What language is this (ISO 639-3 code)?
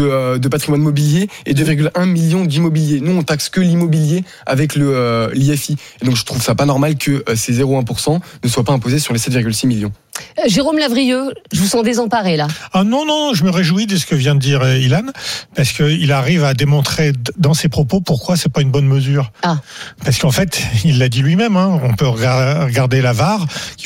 fra